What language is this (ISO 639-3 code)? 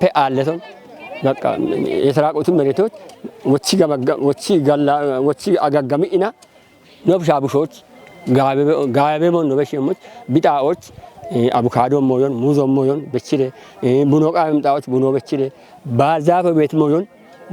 kbr